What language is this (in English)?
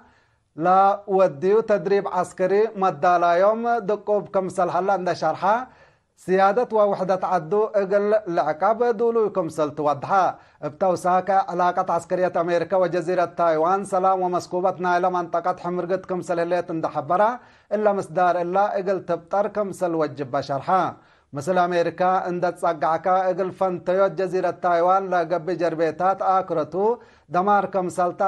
Tigre